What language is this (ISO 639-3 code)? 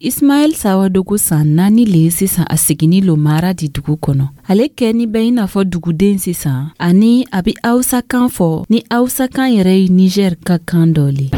dyu